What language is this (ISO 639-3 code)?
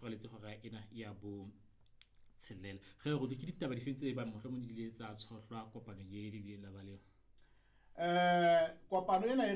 sot